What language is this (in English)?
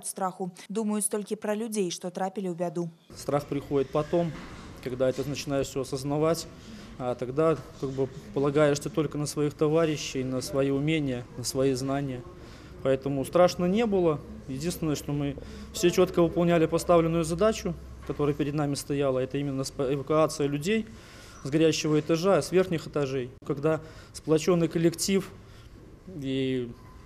Belarusian